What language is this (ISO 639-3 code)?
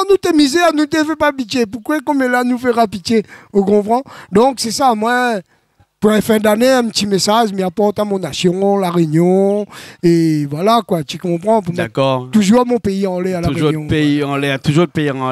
rcf